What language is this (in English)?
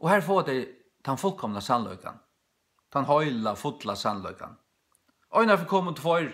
Faroese